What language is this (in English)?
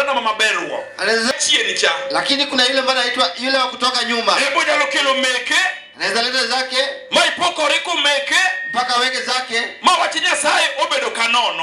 Luo (Kenya and Tanzania)